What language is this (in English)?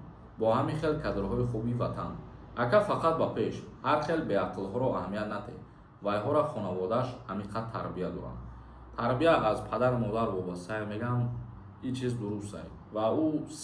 Tajik